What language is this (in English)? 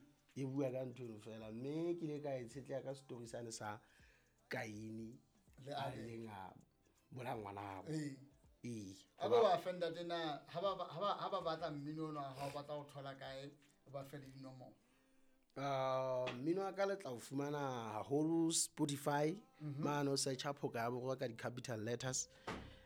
Southern Sotho